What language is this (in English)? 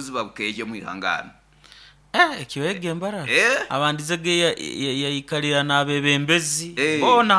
Nyoro